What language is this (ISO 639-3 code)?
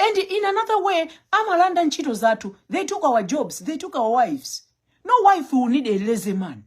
nya